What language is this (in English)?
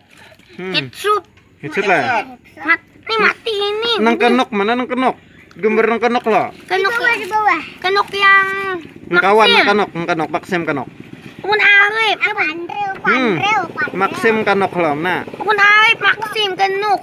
Banjar